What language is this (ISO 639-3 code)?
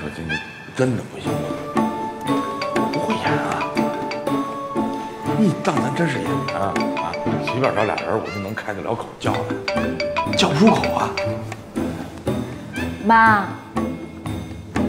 zho